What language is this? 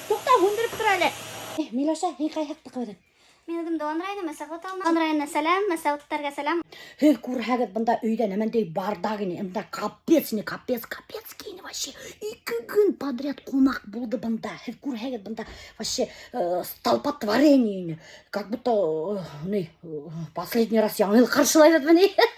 Bashkir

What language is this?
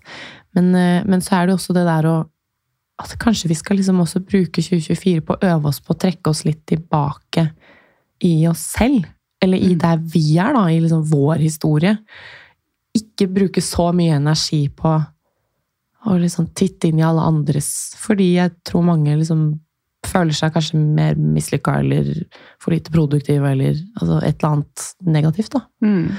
Norwegian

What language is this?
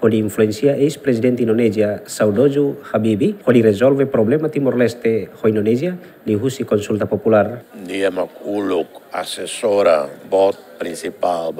Tetum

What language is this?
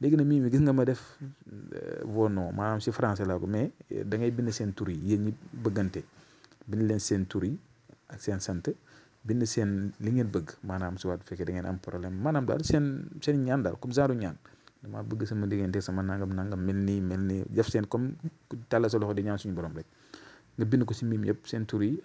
Wolof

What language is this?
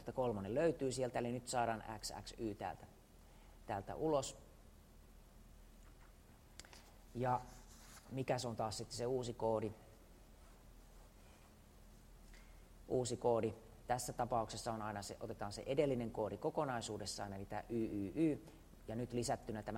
Finnish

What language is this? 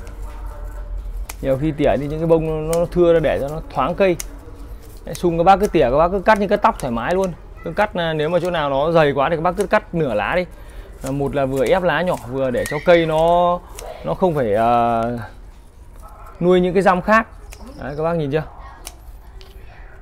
Vietnamese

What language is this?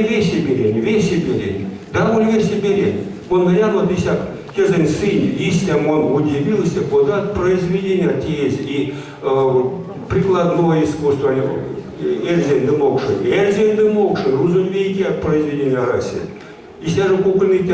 Erzya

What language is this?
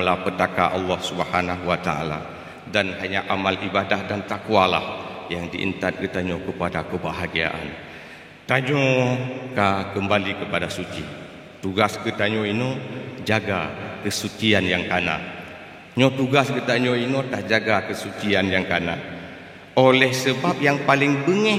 Achinese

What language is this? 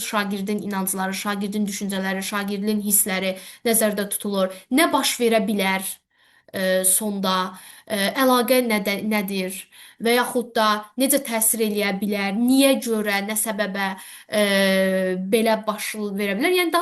Azerbaijani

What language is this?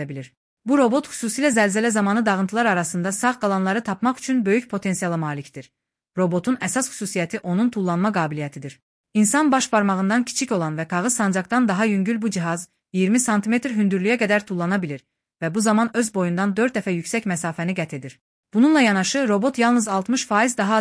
Azerbaijani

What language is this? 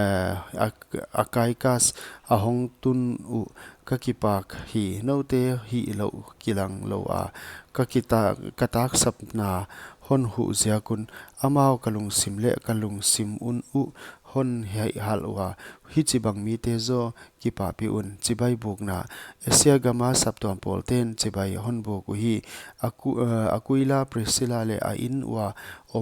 Paite Chin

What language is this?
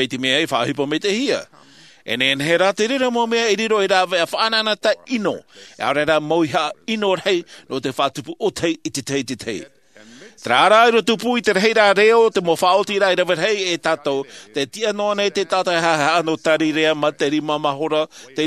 Tahitian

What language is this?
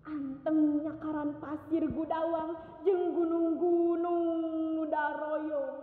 Sundanese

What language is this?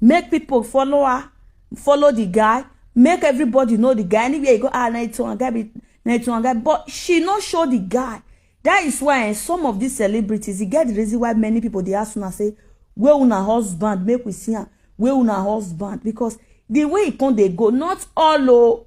Nigerian Pidgin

